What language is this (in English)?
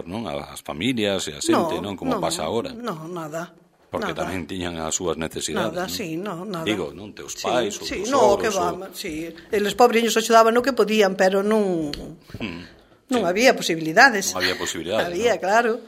Galician